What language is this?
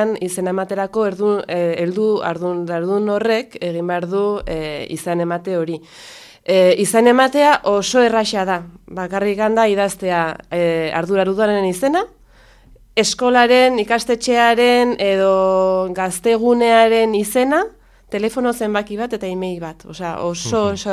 Basque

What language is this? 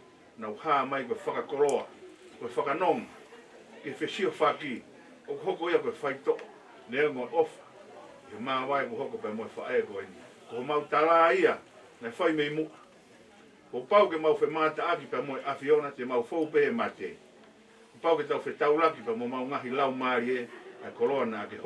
Tongan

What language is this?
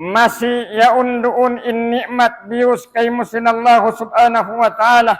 Tausug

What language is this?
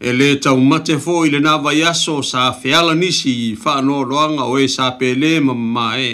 Samoan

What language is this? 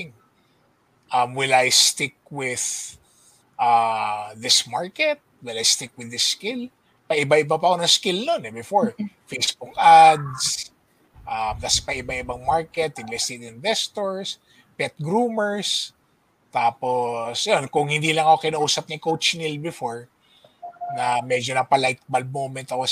Filipino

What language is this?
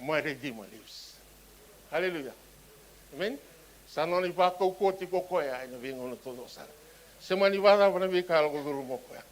Fijian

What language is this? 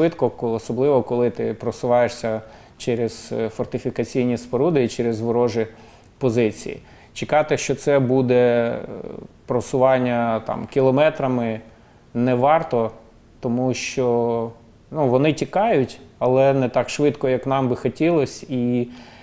Ukrainian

